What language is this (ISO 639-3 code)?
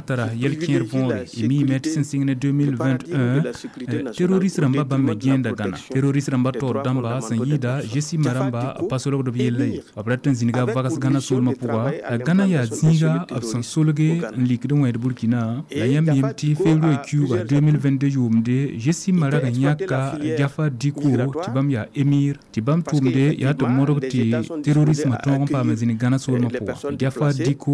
mos